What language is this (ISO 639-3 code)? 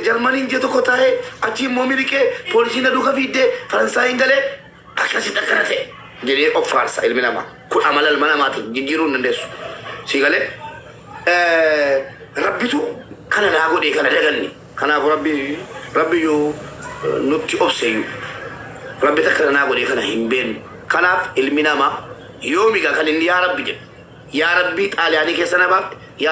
orm